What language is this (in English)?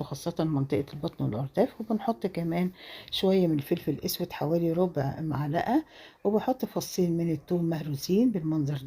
Egyptian Arabic